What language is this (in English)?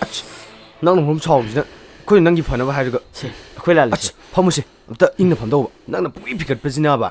Manipuri